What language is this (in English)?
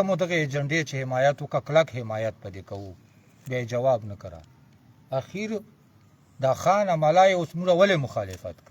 Pashto